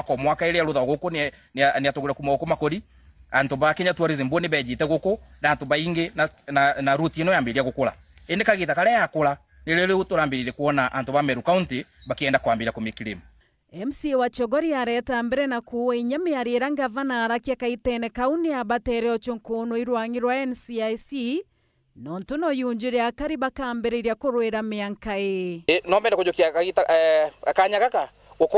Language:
Meru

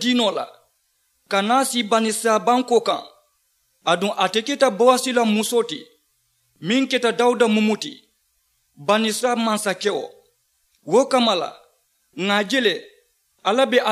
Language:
Mandingo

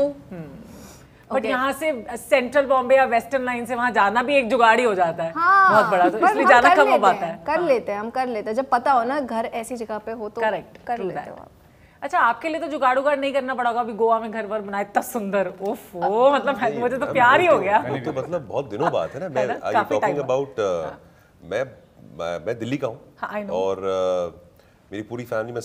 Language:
Hindi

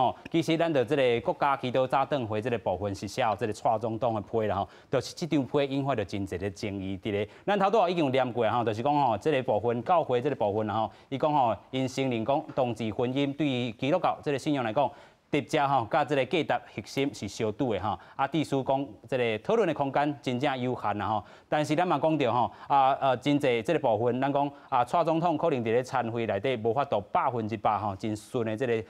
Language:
Min Nan Chinese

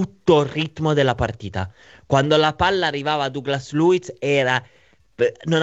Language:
Italian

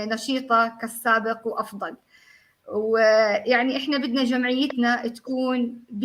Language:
North Levantine Arabic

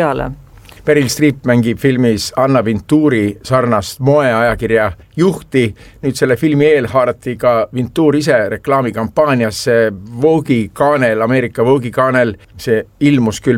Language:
Estonian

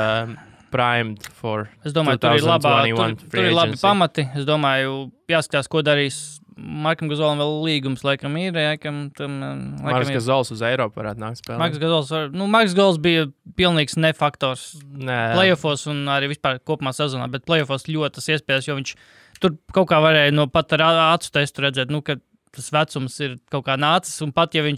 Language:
Latvian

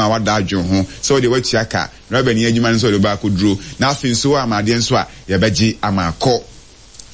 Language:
Akan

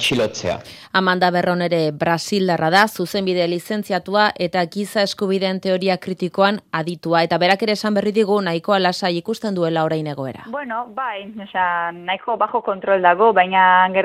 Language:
Basque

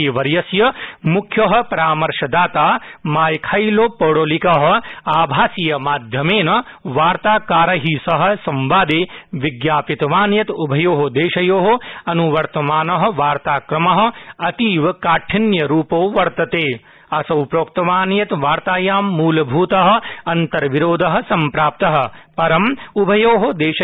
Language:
Sanskrit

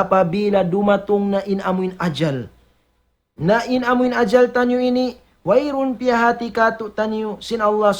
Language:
Tausug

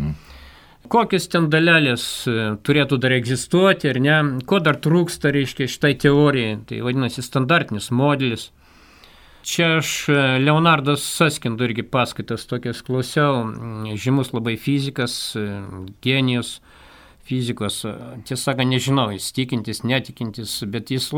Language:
Lithuanian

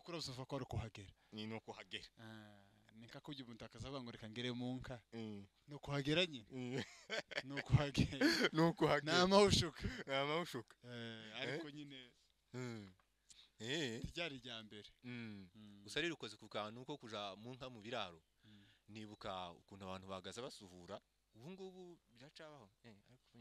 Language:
Kinyarwanda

